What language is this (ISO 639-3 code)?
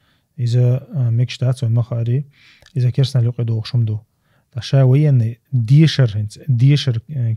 che